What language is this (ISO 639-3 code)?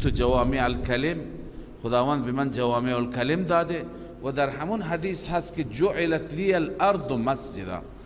fas